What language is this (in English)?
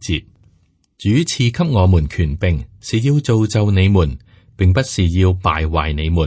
Cantonese